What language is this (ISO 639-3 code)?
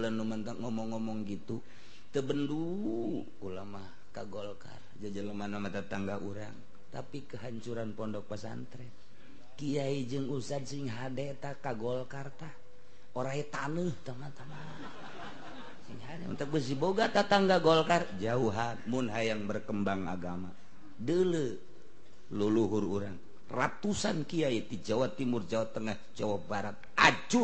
sun